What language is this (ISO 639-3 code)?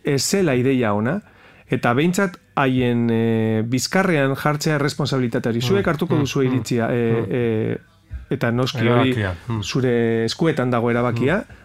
eus